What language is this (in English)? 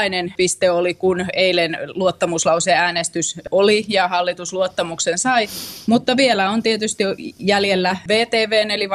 Finnish